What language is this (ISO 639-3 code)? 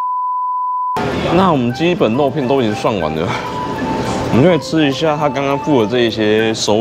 zho